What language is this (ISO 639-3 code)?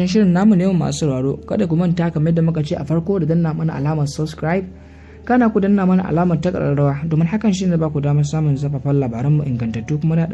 hau